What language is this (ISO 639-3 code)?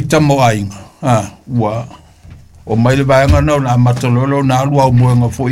smo